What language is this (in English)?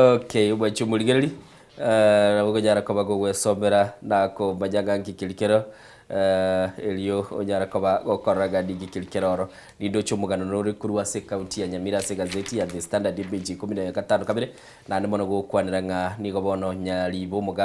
Gusii